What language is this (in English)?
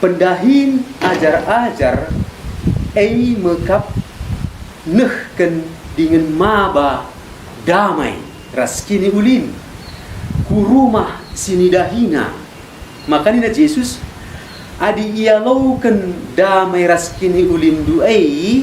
Batak Karo